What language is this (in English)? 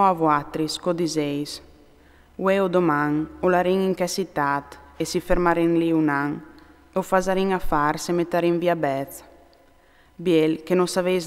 Friulian